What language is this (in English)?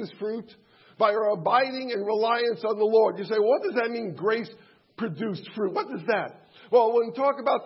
English